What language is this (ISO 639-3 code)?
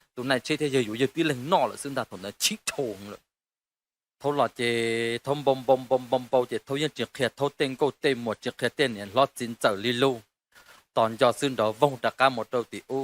hmn